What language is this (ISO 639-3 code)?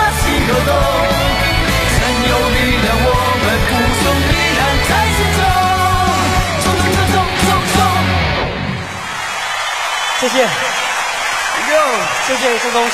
zho